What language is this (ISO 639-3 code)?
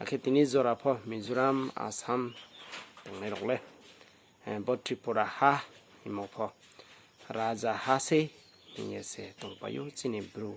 ria